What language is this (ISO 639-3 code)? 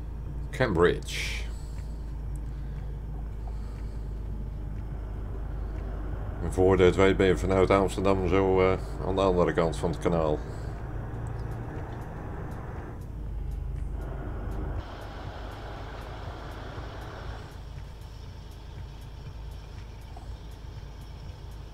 nld